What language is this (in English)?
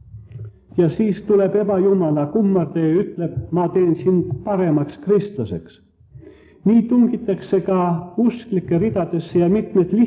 Estonian